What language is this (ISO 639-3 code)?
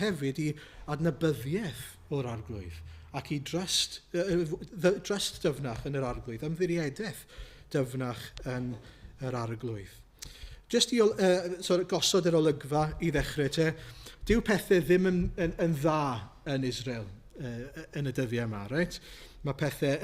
cym